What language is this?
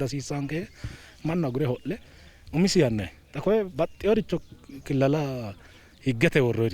Sidamo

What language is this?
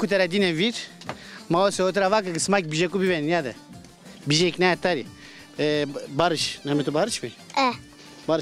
Zaza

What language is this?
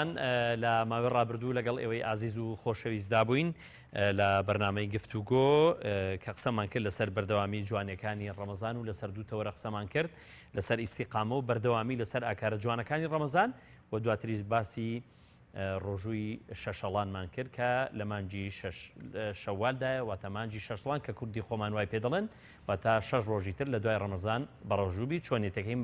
Central Kurdish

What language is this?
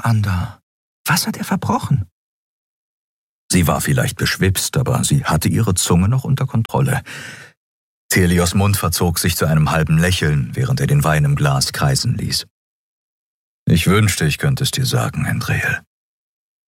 German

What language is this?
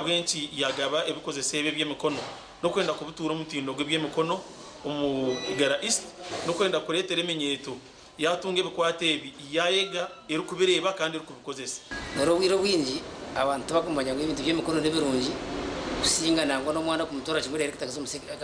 Nyankole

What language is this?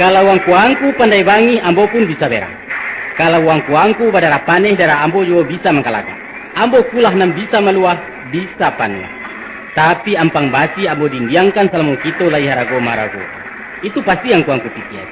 Minangkabau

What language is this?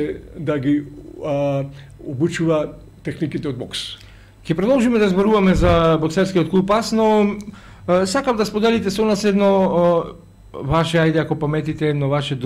Macedonian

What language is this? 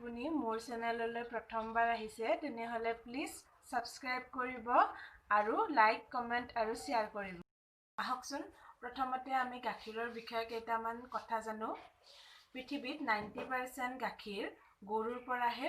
Assamese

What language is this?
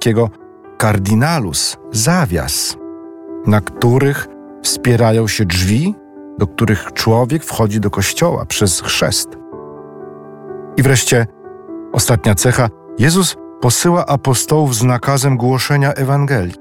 Polish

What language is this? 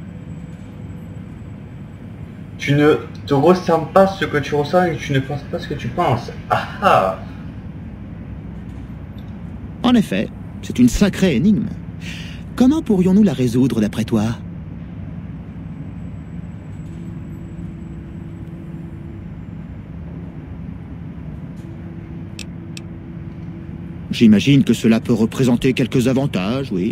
French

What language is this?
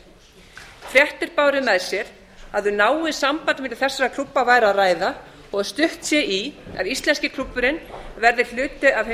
Icelandic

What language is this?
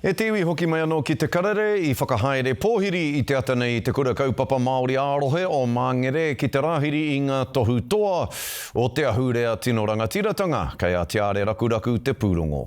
Māori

